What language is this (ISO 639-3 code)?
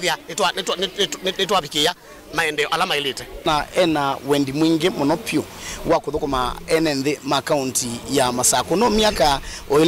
kam